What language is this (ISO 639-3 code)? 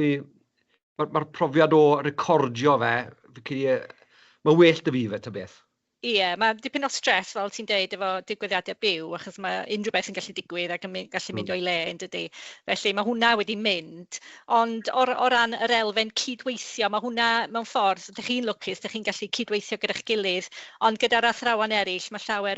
cym